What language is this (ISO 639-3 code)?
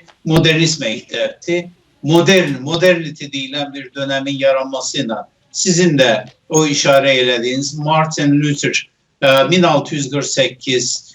azb